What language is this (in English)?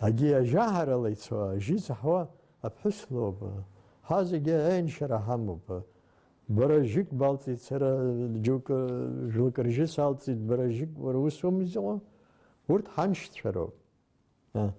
Abkhazian